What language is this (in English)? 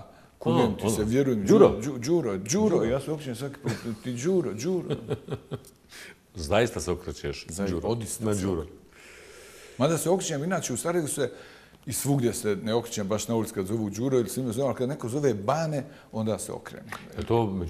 Bosnian